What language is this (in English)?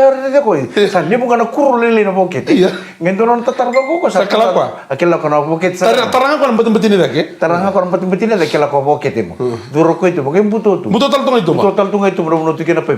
Fijian